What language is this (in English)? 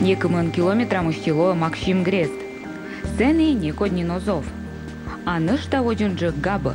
Komi